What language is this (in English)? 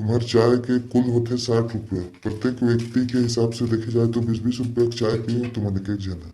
Chhattisgarhi